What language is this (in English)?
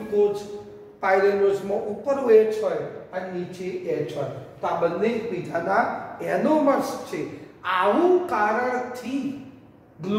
Gujarati